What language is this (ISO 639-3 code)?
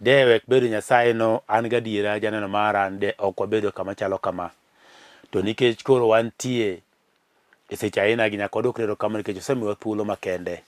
luo